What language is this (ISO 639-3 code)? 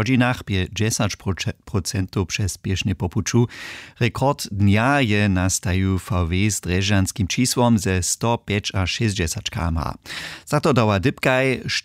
hsb